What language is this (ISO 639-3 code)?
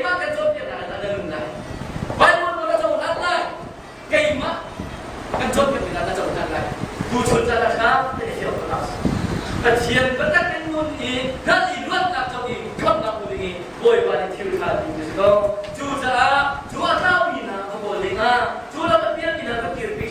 cnh